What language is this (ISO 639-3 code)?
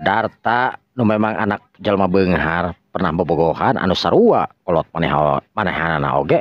sun